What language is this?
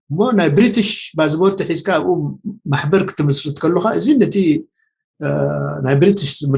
Tigrinya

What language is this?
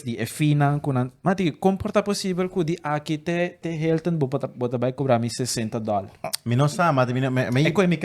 Papiamento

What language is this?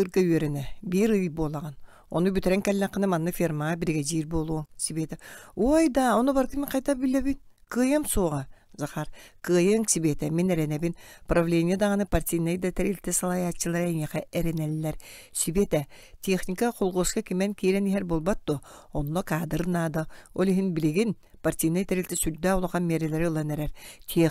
Yakut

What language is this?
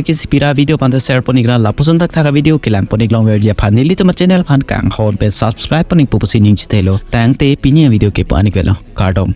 Karbi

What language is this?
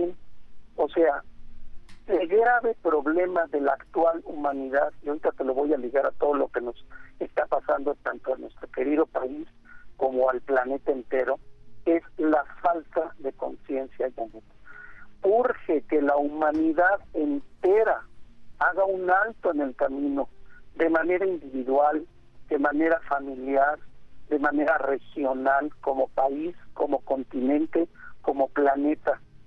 Spanish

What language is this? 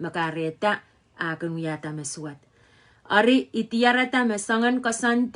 Pohnpeian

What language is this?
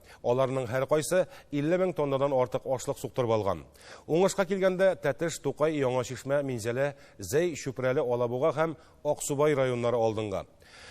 Tatar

